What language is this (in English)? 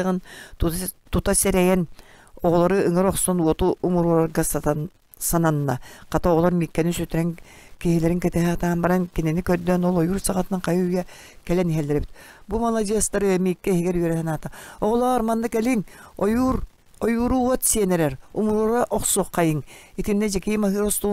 Yakut